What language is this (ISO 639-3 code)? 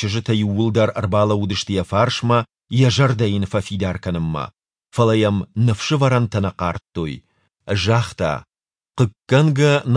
oss